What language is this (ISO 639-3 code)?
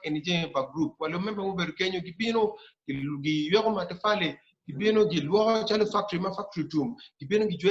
ach